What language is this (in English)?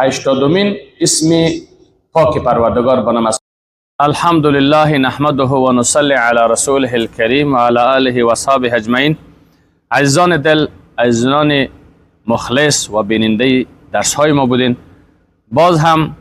Persian